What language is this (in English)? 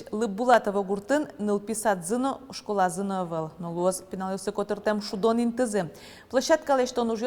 Udmurt